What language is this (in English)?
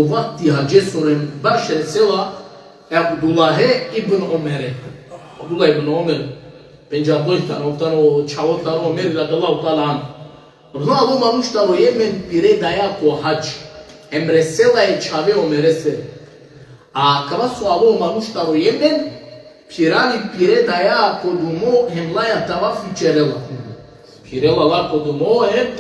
Balkan Romani